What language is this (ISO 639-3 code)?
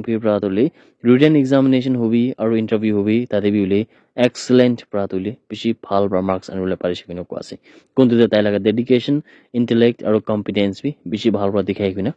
nag